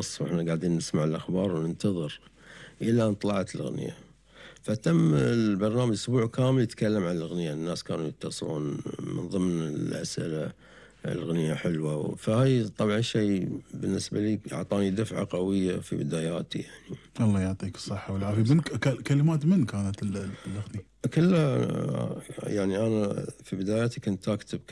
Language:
Gulf Arabic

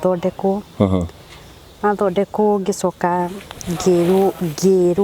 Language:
Kikuyu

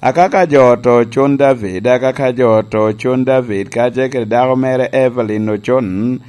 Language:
Lango (Uganda)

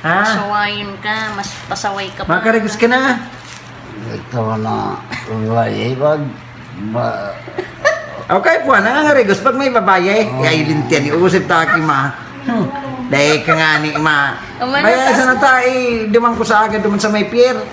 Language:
Bikol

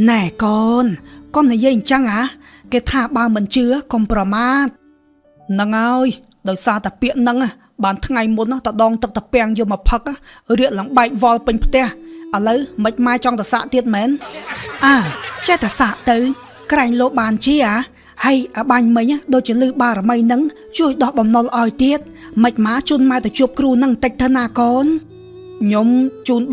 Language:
Khmer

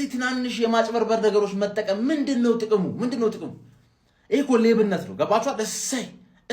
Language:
Amharic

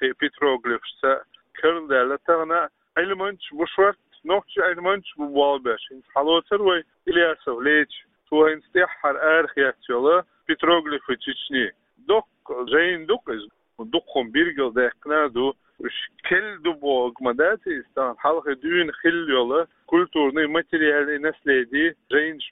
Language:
Chechen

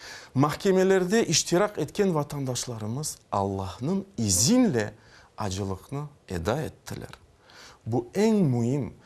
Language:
Crimean Tatar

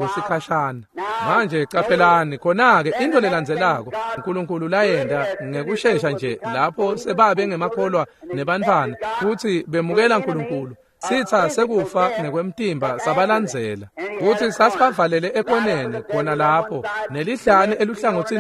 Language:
Swati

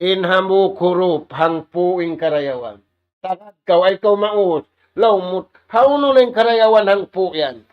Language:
Tausug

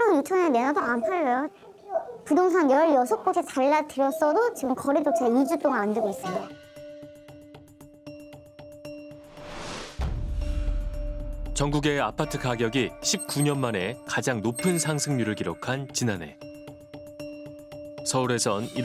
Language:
Korean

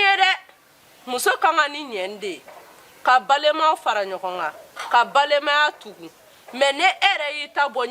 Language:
Bambara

